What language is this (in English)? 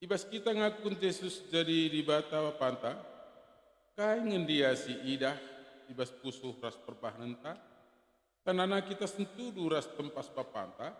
Batak Karo